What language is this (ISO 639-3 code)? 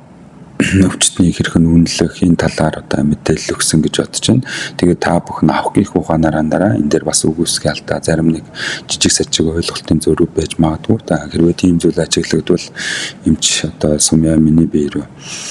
mon